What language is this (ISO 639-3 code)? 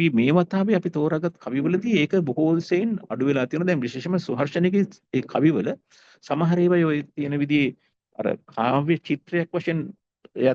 sin